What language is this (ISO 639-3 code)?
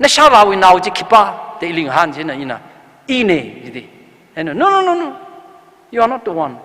nmf